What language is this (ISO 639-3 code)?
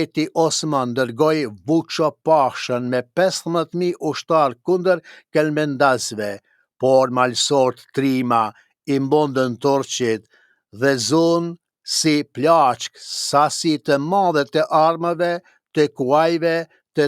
sqi